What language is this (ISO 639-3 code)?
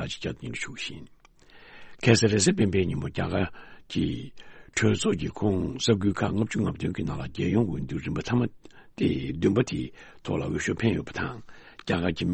bod